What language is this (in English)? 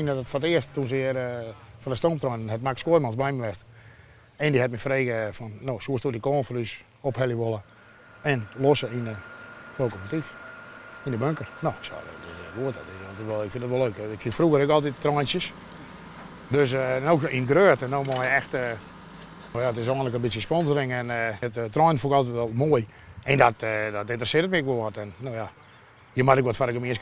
Western Frisian